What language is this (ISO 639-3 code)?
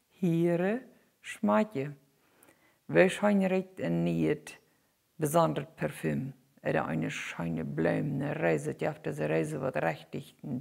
pdt